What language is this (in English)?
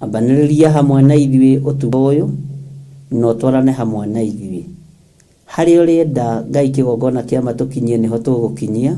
Kikuyu